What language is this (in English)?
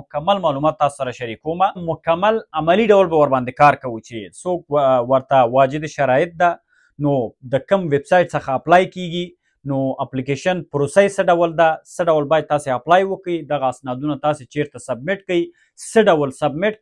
Pashto